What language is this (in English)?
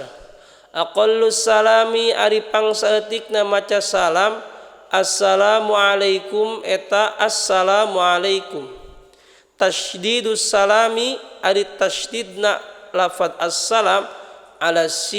Sundanese